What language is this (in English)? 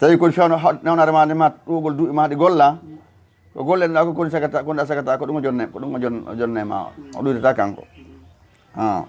Fula